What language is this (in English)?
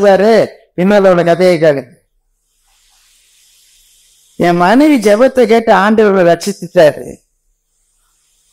Tamil